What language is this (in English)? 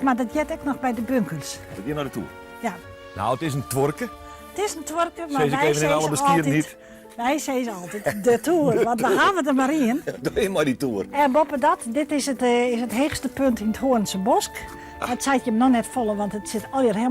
Western Frisian